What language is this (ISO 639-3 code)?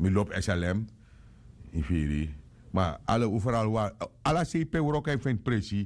srn